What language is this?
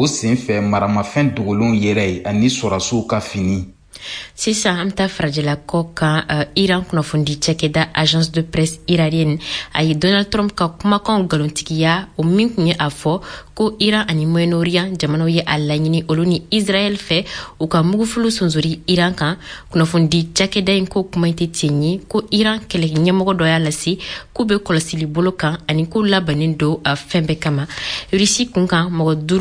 Bambara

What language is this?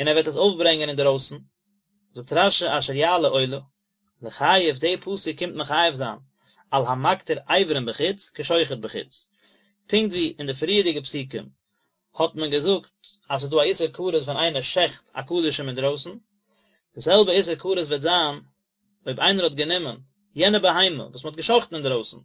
Yiddish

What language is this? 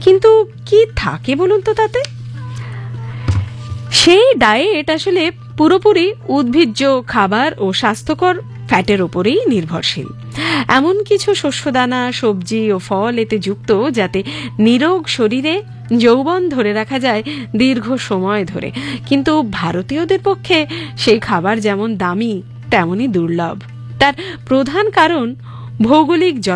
Bangla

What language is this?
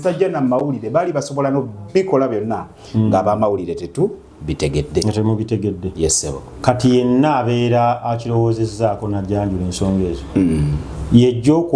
Ganda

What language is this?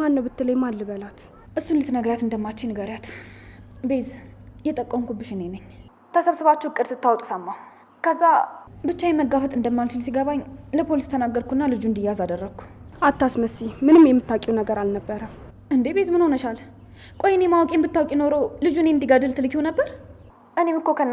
Amharic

